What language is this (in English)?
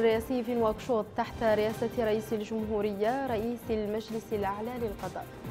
Arabic